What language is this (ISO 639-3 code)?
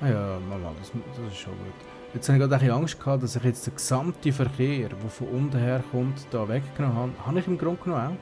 gsw